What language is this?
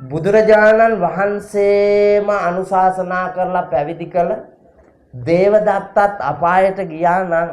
Sinhala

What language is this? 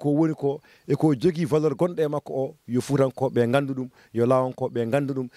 Fula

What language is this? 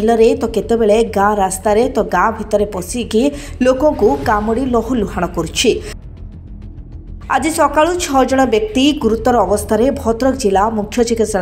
Odia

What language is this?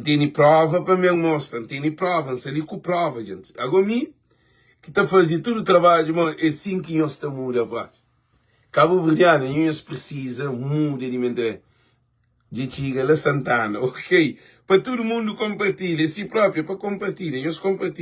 Kabuverdianu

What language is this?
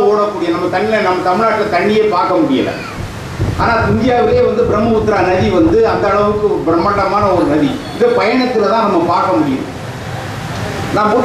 Tamil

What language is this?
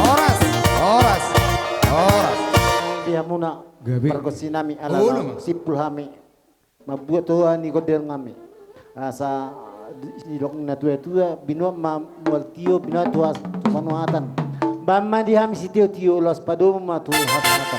Batak Toba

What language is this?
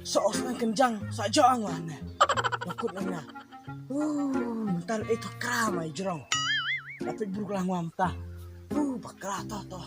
Khasi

